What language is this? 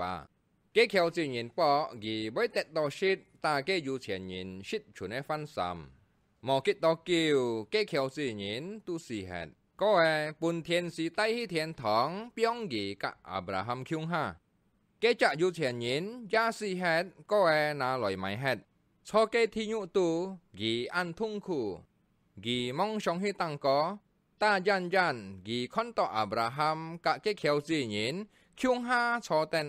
Hakka Chinese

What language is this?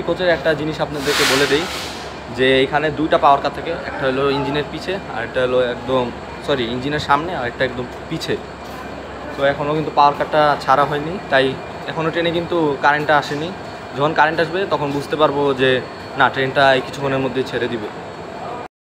Bangla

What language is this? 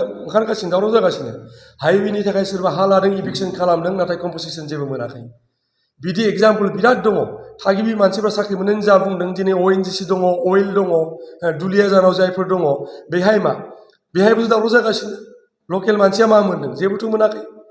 Bodo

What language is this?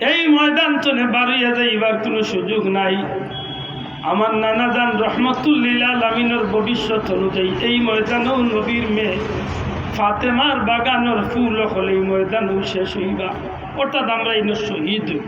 Sylheti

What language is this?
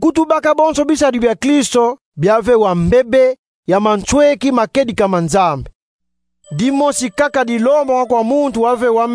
Kongo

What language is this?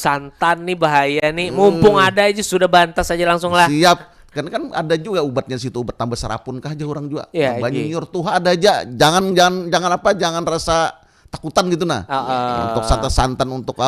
Banjar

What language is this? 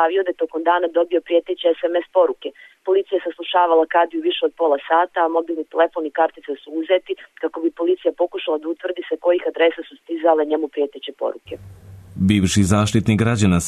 Serbian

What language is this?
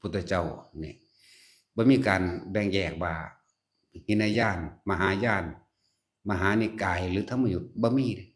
Northeastern Thai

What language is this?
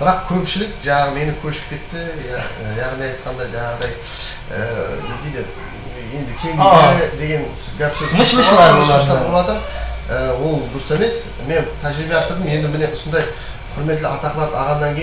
Kara-Kalpak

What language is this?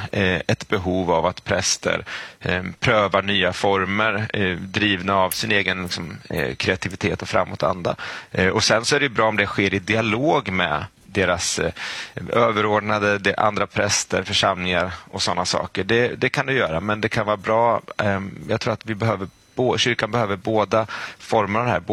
Swedish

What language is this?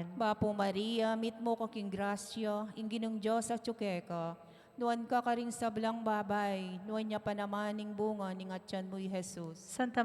Pampanga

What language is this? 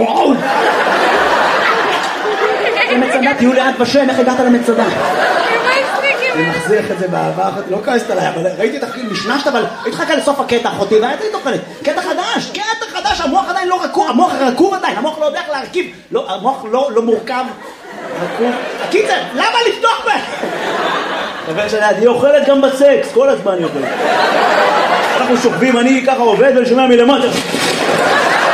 Hebrew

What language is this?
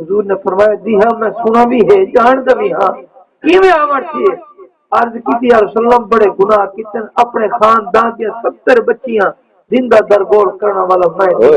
Saraiki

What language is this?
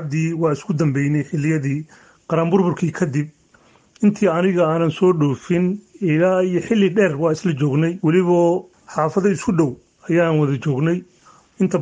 Somali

